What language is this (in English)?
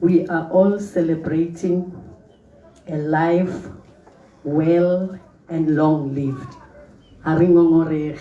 Tswana